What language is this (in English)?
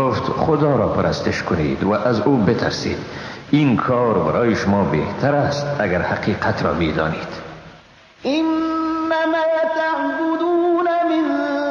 Persian